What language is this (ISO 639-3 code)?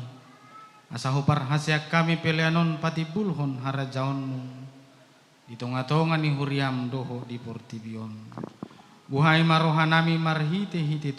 bbc